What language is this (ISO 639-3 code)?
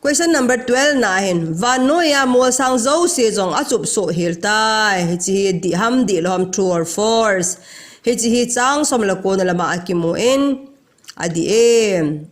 tcz